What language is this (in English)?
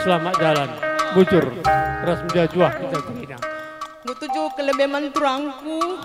Batak Karo